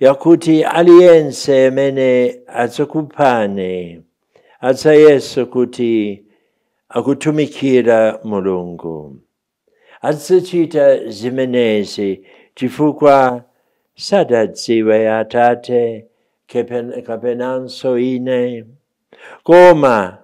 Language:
Nyanja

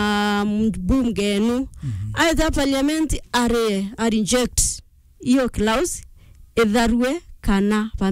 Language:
Meru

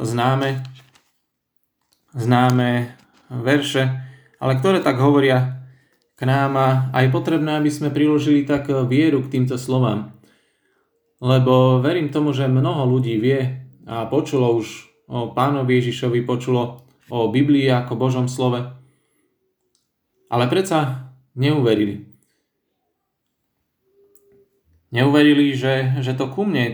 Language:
Slovak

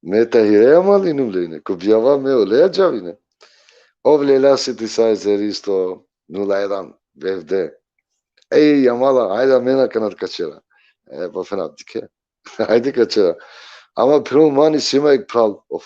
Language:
Balkan Romani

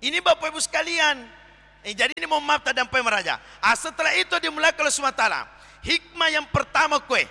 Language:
Buginese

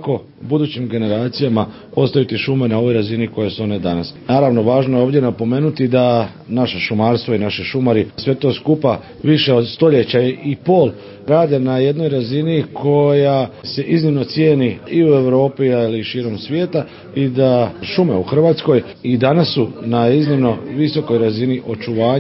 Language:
Croatian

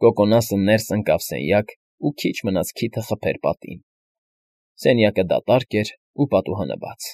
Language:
Armenian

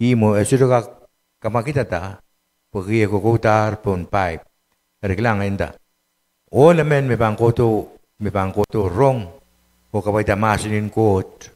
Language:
Pohnpeian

